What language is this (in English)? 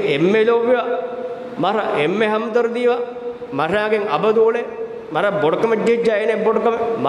Divehi